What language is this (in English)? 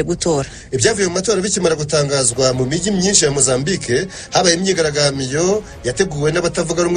Kinyarwanda